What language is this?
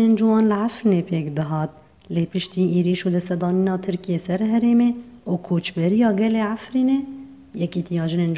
Kurdish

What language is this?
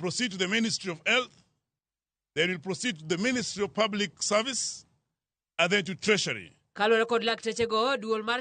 Luo (Kenya and Tanzania)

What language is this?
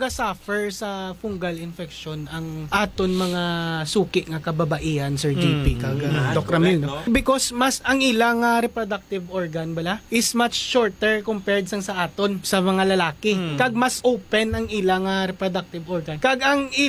Hiligaynon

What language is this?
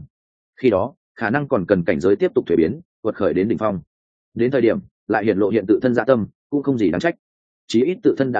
Vietnamese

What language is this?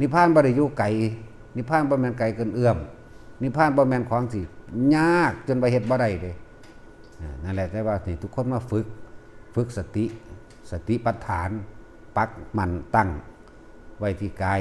Northeastern Thai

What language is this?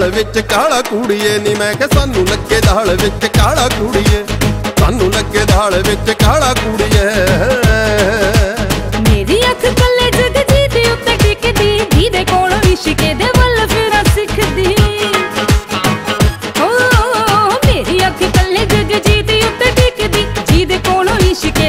Punjabi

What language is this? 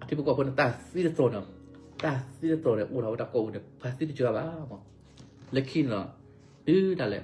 S'gaw Karen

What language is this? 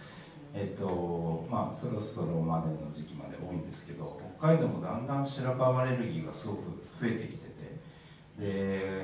Japanese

